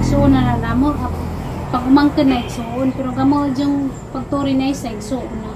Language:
Cebuano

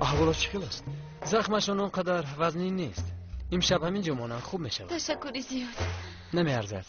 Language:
Tajik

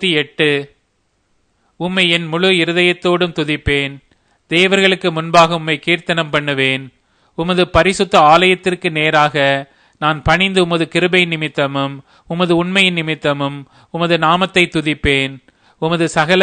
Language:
Tamil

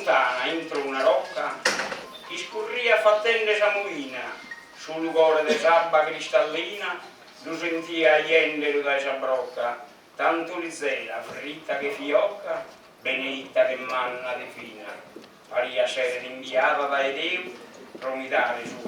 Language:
Sardinian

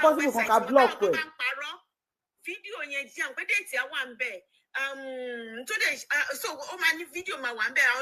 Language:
Yoruba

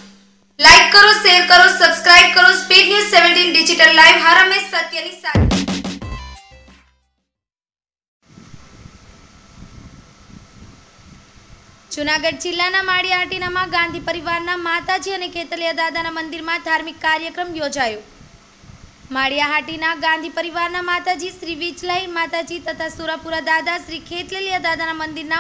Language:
Gujarati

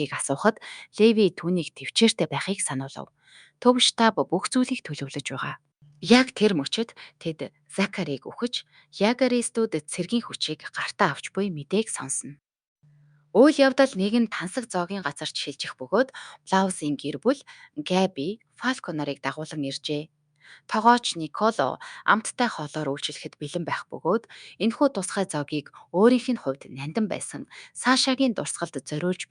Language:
Mongolian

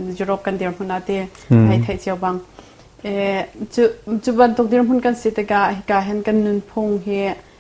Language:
Hakha Chin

